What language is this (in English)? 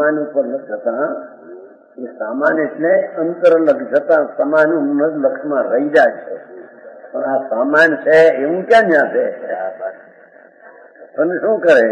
Gujarati